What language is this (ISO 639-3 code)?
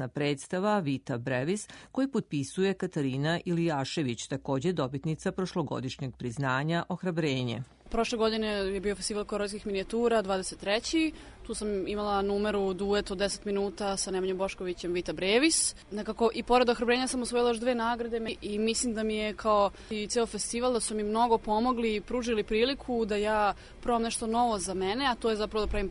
srp